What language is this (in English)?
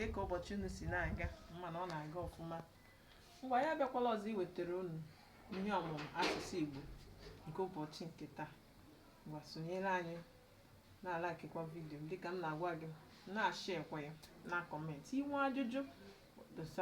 Igbo